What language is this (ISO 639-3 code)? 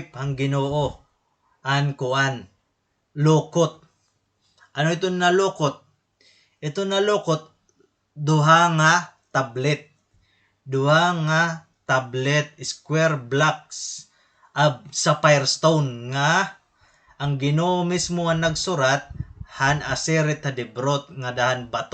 war